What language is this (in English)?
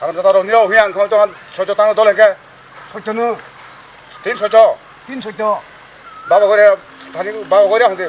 Kok Borok